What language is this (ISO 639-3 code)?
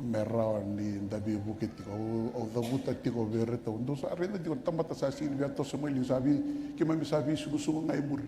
fij